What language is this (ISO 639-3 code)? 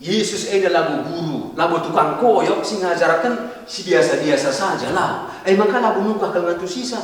btx